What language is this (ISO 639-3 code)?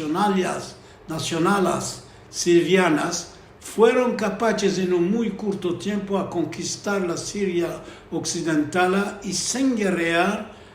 lad